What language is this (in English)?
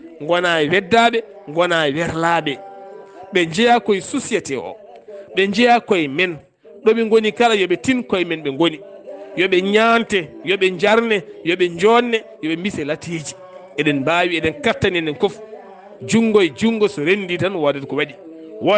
Fula